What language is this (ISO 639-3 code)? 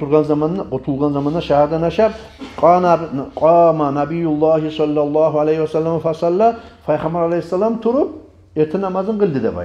kum